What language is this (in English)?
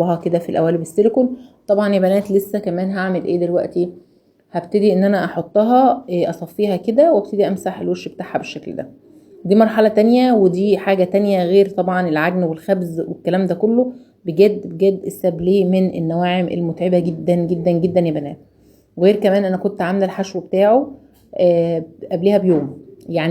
Egyptian Arabic